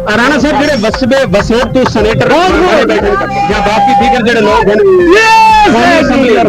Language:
Saraiki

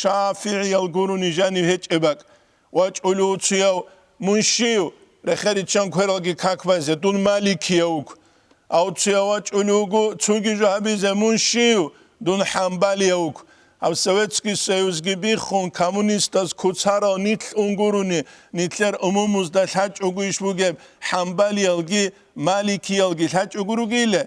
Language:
Avaric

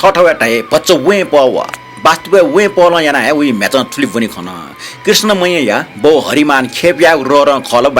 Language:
Newari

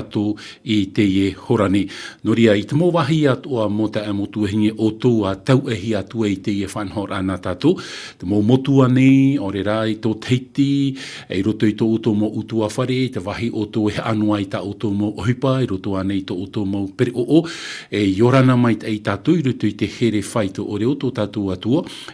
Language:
Tahitian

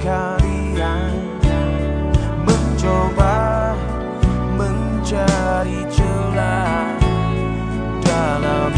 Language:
Indonesian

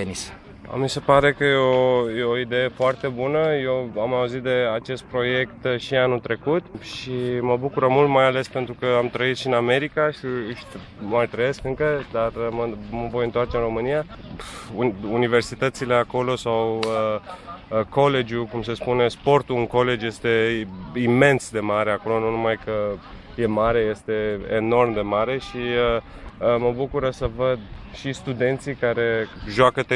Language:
Romanian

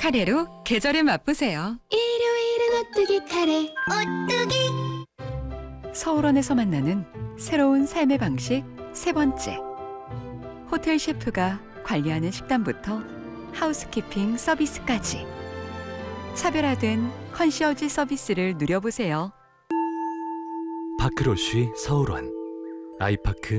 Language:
Korean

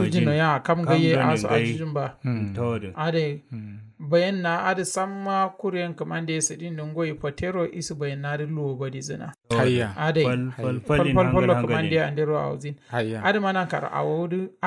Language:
Kanuri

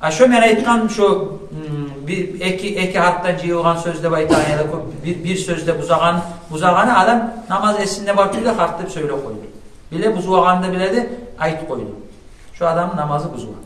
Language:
Kumyk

